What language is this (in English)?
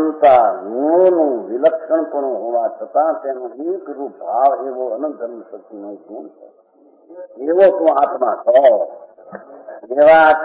Gujarati